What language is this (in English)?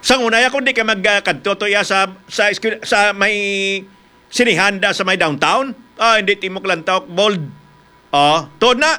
Hiligaynon